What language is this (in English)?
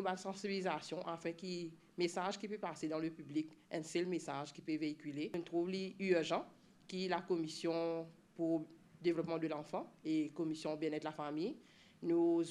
Morisyen